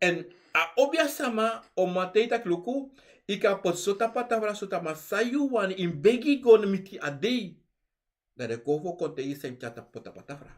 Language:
Sranan Tongo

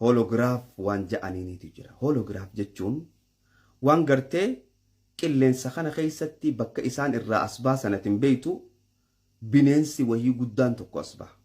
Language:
Oromo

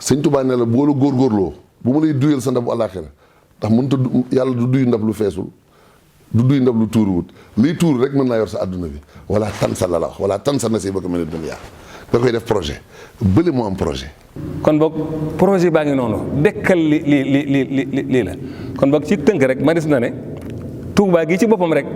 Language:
Wolof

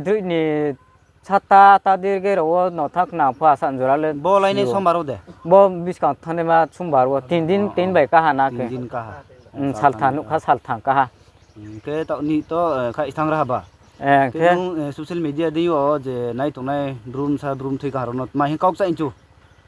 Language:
Riang (India)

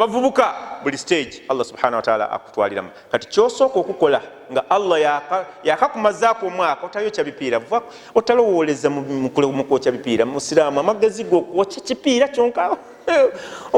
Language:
Ganda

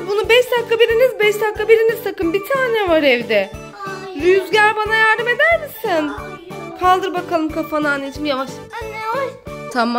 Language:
Turkish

